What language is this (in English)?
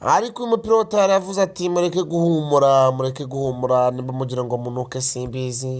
Kinyarwanda